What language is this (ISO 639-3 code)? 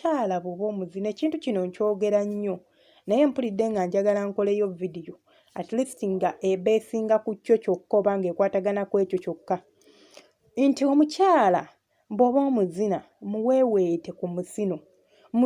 lug